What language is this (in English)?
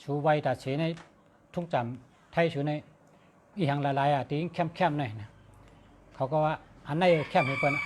Shan